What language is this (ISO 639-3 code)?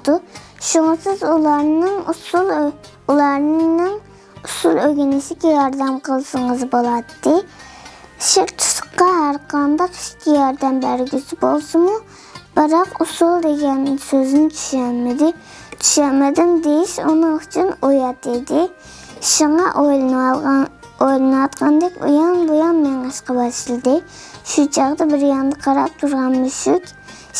uig